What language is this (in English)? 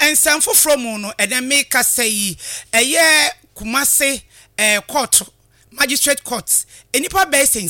Akan